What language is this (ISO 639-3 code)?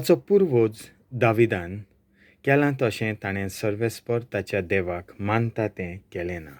kok